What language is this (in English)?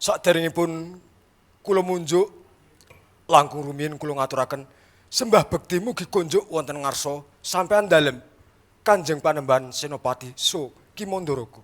Javanese